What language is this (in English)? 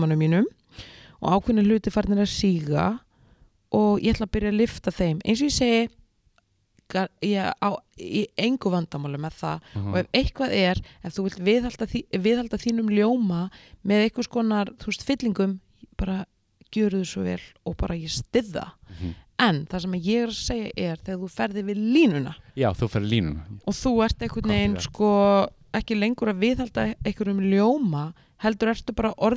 Icelandic